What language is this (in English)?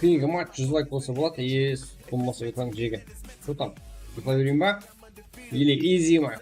Kara-Kalpak